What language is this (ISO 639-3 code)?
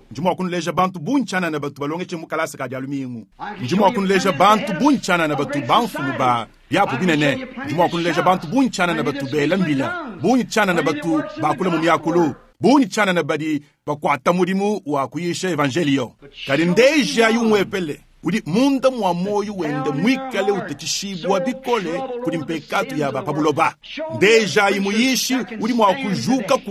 lua